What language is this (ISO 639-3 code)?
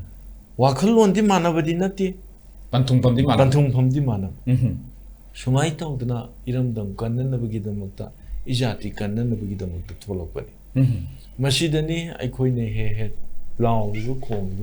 mni